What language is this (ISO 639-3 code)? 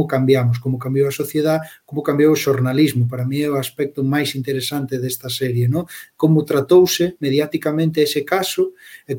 glg